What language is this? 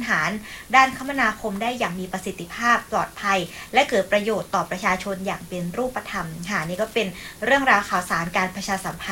Thai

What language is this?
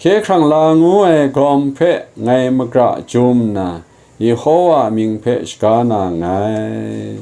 Kachin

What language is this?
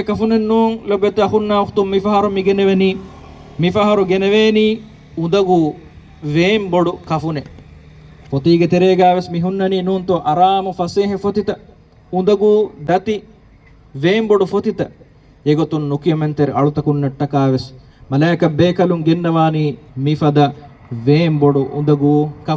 Divehi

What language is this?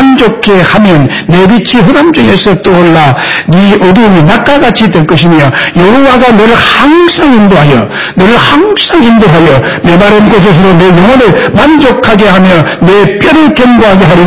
Korean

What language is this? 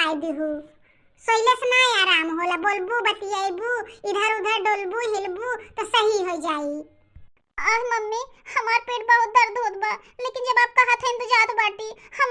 Bhojpuri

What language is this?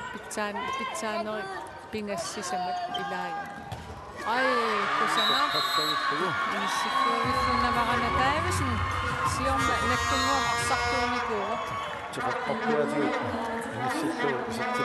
Kalaallisut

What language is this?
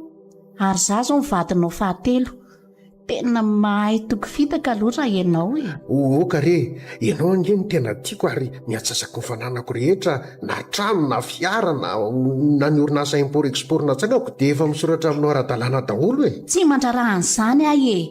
Malagasy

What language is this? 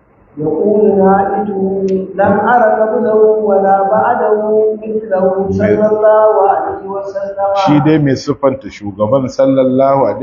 Hausa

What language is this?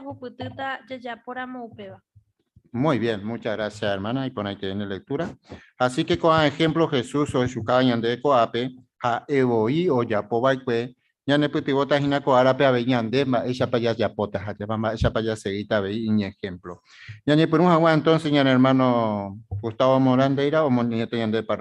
Guarani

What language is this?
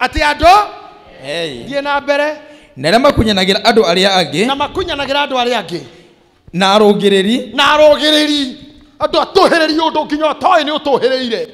Kikuyu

